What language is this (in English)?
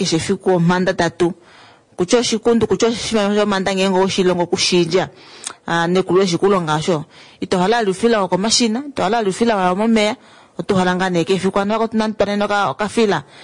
Kuanyama